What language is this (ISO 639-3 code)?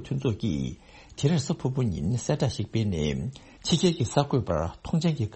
bod